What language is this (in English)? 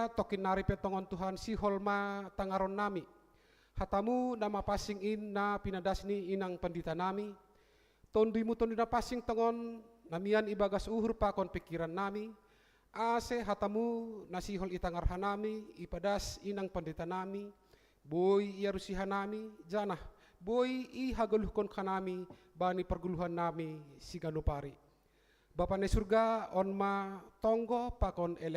Batak Simalungun